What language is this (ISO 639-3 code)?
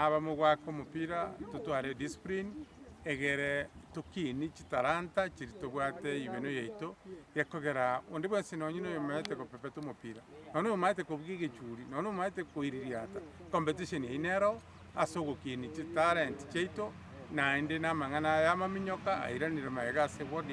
guz